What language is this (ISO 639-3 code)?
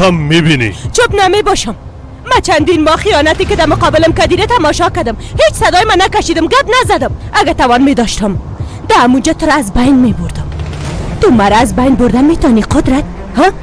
fas